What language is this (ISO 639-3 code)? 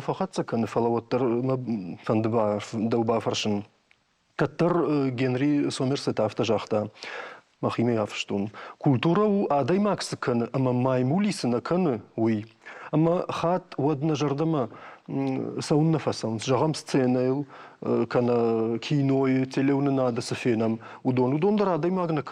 oss